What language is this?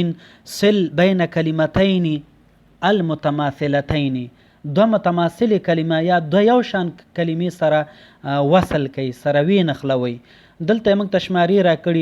Pashto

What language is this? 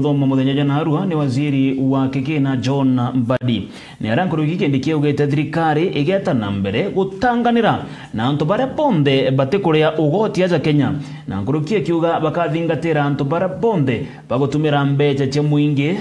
Meru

